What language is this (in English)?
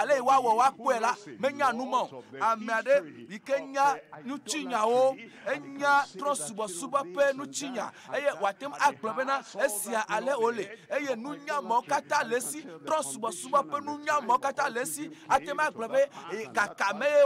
Ewe